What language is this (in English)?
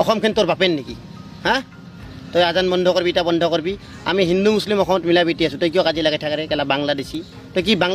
Assamese